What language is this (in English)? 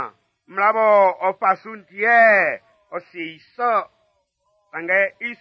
Baoulé